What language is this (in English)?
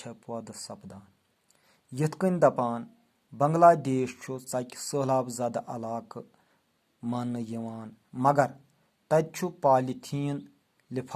Kashmiri